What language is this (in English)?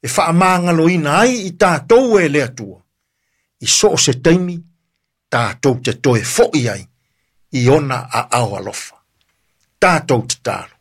Samoan